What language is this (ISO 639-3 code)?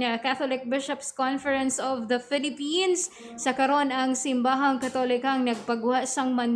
hil